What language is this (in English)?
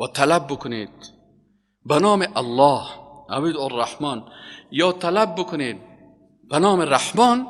Persian